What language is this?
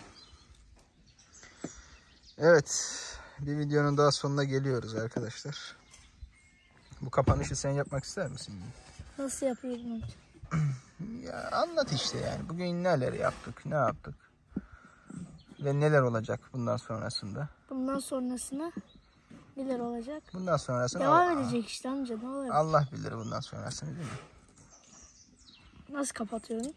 Turkish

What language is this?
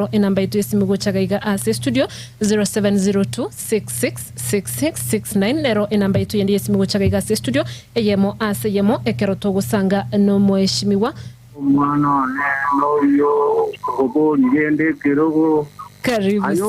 Gusii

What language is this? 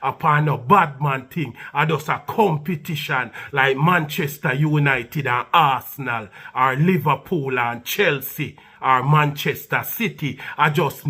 Jamaican Creole English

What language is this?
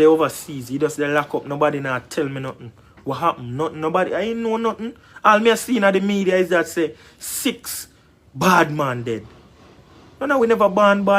Jamaican Creole English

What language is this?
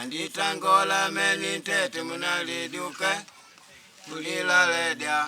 Makonde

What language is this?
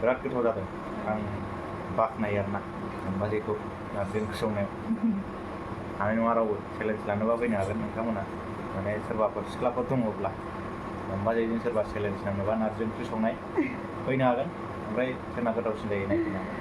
Bodo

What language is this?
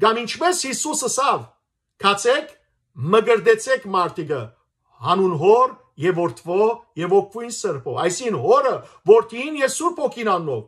Western Armenian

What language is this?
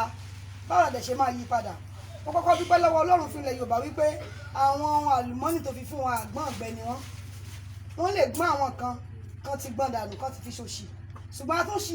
Yoruba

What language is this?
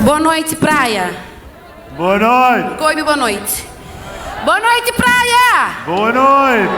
Kabuverdianu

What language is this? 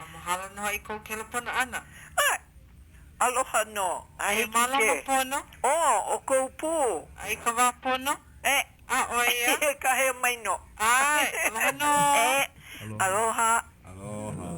Hawaiian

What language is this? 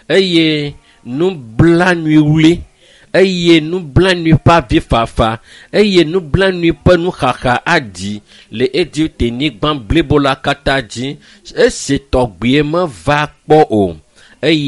Ewe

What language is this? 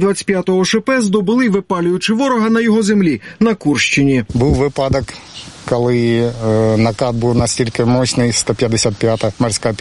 Ukrainian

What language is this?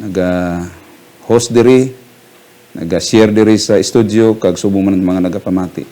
Hiligaynon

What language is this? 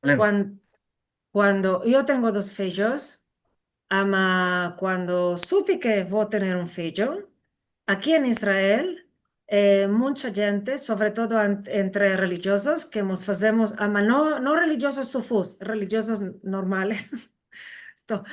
Ladino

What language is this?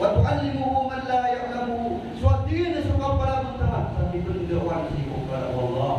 Maranao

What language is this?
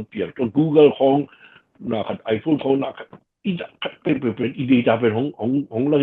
Tedim Chin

